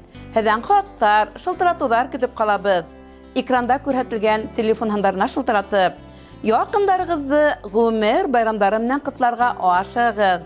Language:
Bashkir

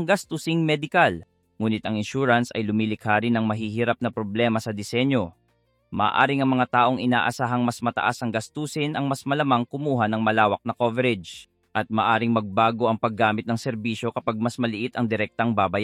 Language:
Filipino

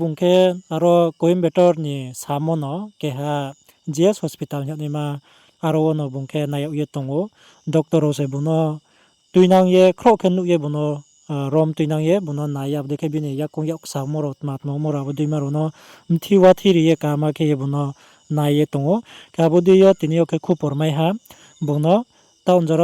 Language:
Riang (India)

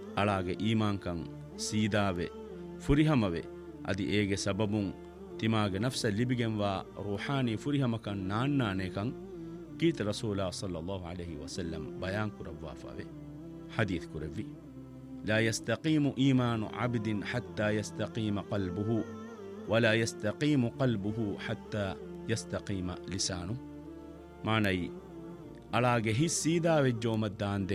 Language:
Divehi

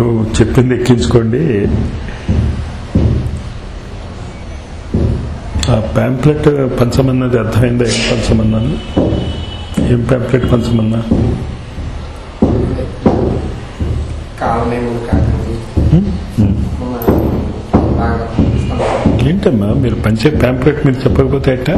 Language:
Telugu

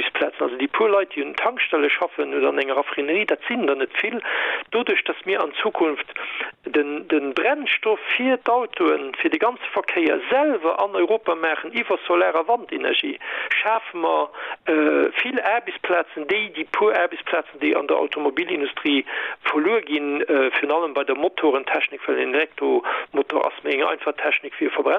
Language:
Luxembourgish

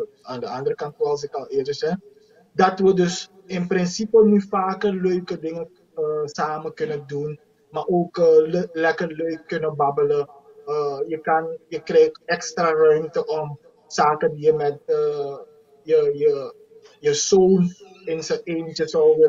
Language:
Dutch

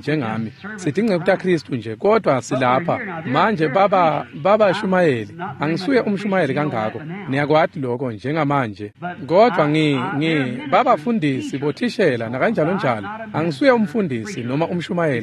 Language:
Swati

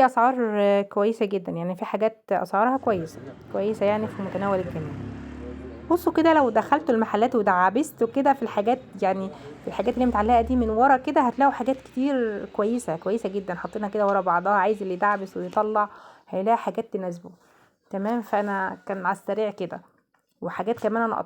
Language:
Egyptian Arabic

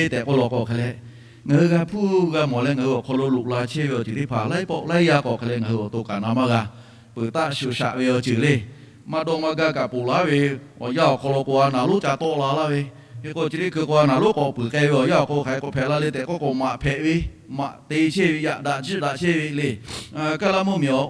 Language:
Lahu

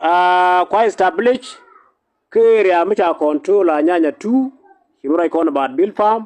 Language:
Nuer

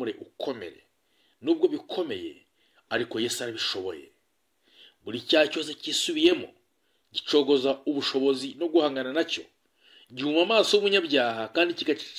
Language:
Kinyarwanda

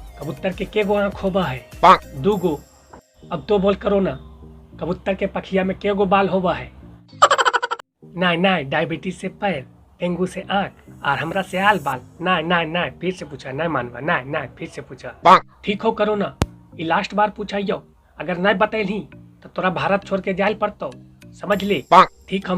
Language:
Magahi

